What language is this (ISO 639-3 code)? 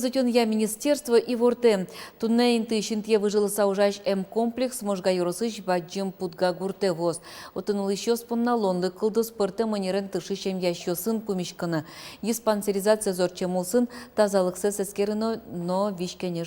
udm